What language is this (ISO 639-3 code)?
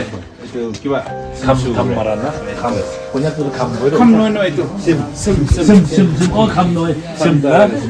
nag